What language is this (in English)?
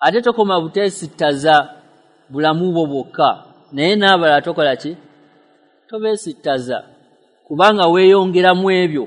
Ganda